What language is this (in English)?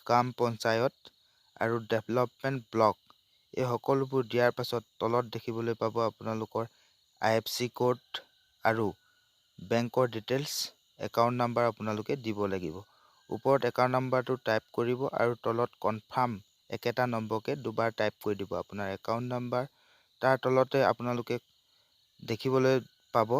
Assamese